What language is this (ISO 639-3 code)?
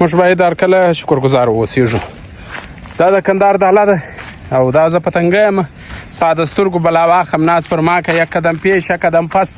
pus